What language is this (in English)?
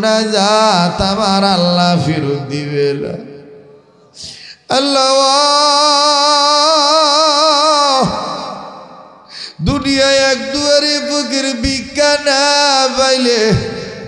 Bangla